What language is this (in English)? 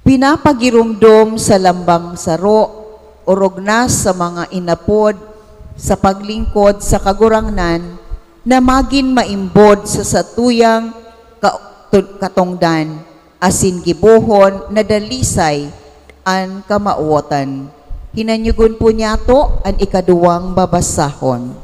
Bikol